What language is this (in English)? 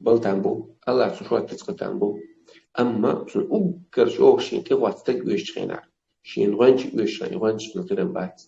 Chechen